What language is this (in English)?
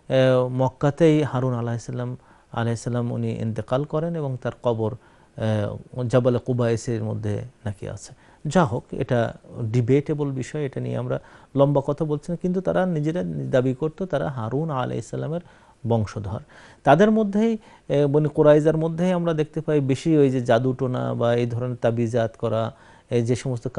Bangla